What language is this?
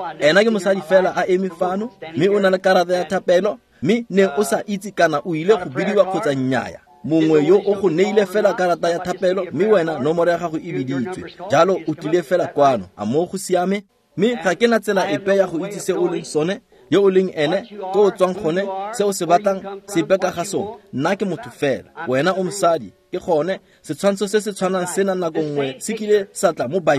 Tswana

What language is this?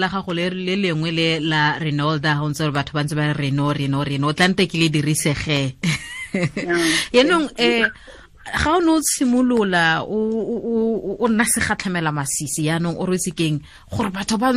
Tswana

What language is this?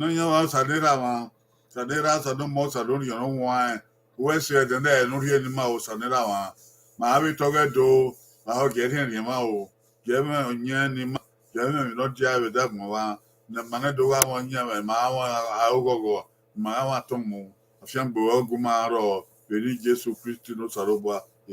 Bini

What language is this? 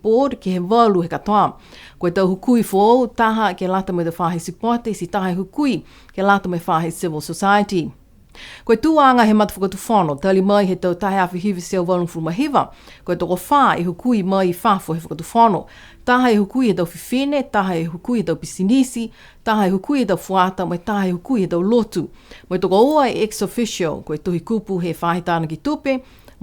Niuean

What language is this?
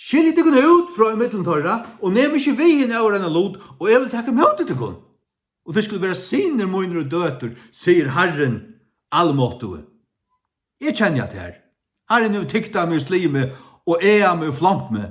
Faroese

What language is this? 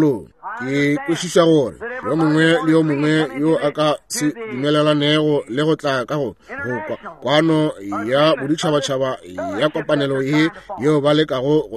Northern Sotho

